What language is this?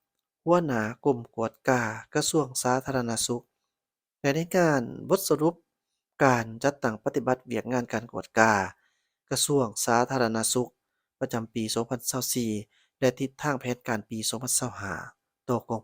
Lao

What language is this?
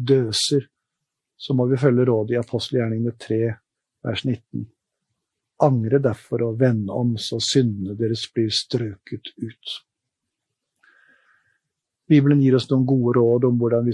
Norwegian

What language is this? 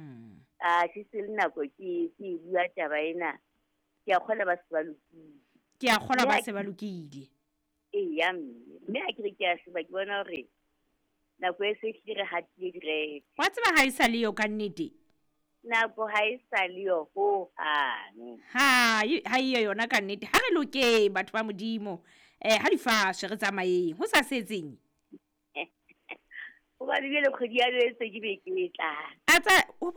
Southern Sotho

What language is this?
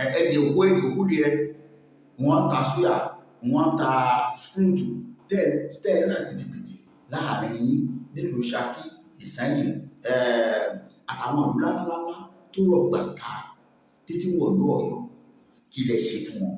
Yoruba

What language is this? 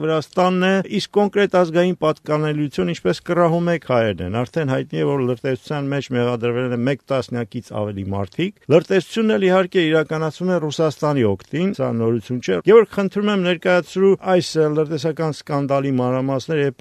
Armenian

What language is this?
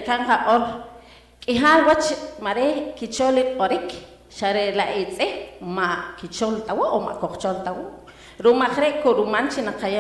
Poqomchi'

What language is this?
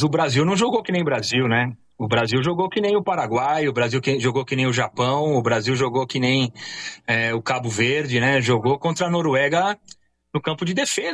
Portuguese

